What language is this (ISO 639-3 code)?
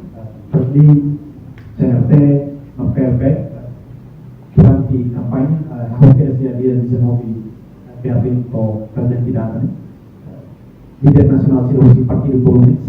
tet